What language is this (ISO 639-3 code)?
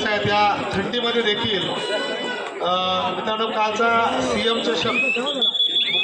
mar